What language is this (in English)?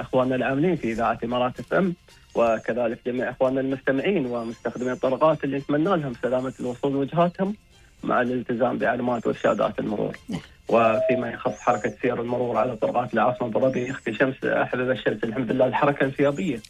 Gulf Arabic